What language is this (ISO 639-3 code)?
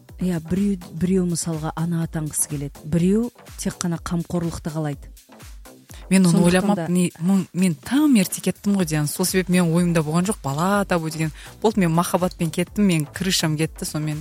kaz